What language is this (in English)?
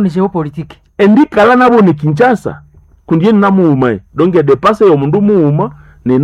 Nande